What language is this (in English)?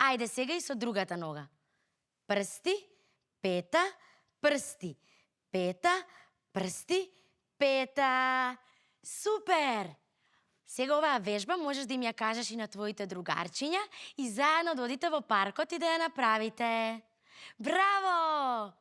Macedonian